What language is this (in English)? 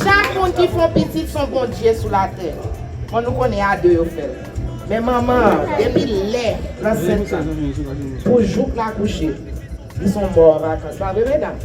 Haitian Creole